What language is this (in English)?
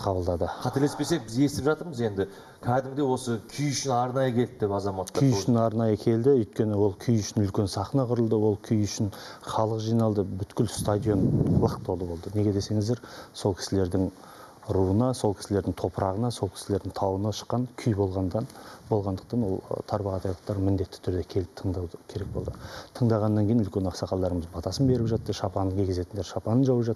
Kazakh